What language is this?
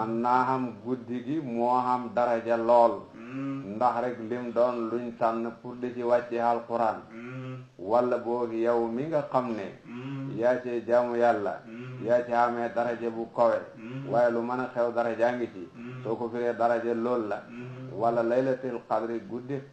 Wolof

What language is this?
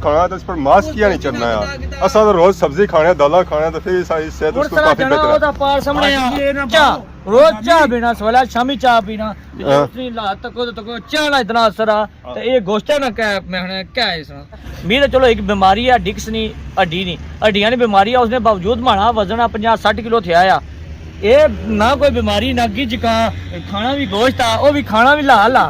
Pahari-Potwari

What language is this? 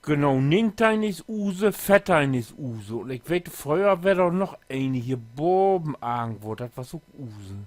Low German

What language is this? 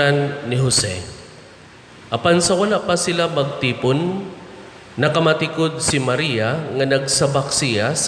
Cebuano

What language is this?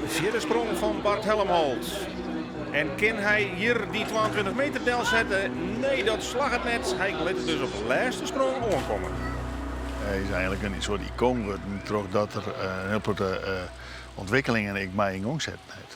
Western Frisian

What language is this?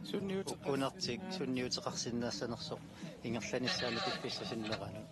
Kalaallisut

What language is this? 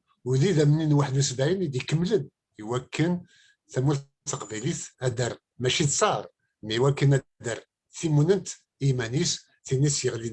Kabyle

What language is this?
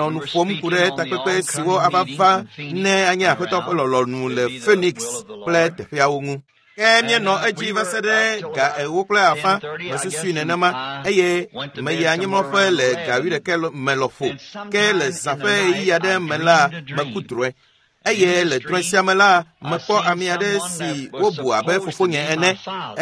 Ewe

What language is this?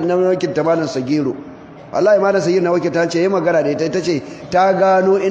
Hausa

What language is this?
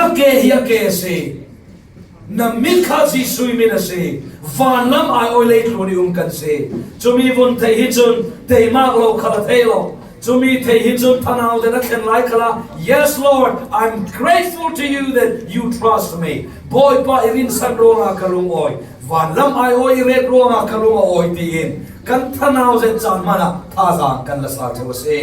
Falam Chin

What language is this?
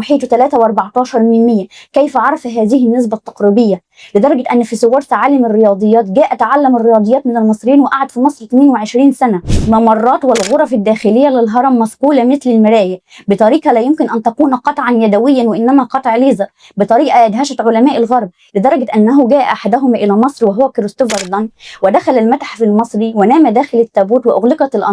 Egyptian Arabic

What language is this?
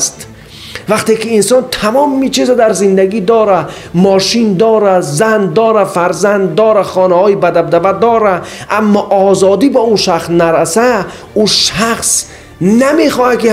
Tajik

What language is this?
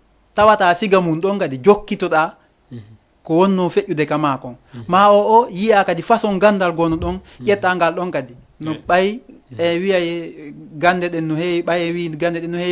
Fula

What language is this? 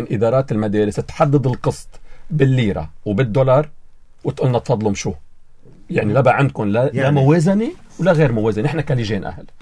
North Levantine Arabic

